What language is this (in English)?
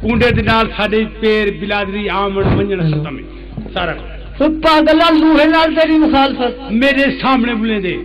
Saraiki